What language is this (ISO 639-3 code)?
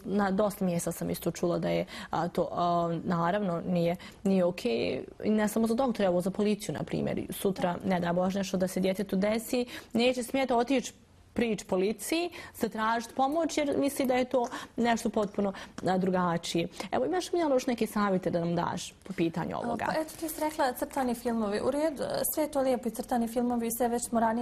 bos